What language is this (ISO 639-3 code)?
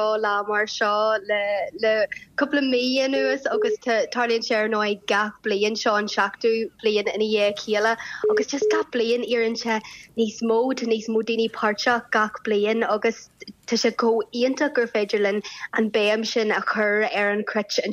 gle